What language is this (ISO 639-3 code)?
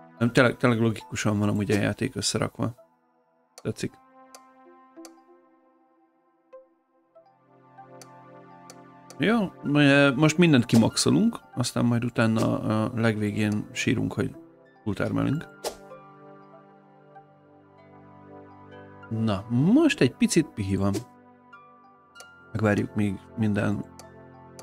hun